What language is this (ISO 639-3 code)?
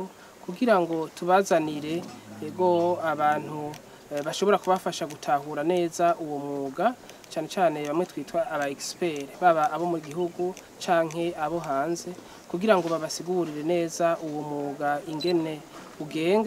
run